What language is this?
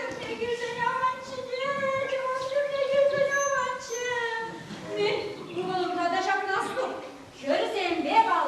Chuvash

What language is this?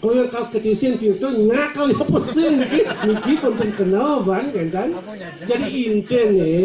Balinese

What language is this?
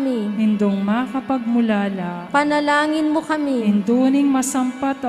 Pampanga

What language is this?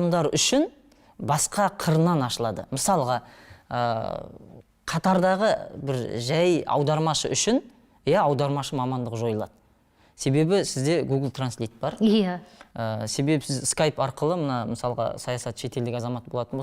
Kazakh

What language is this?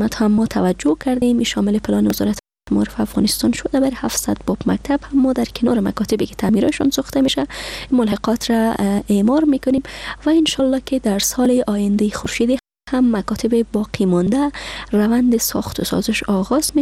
Persian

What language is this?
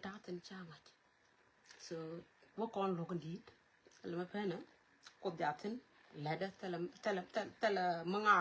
Nuer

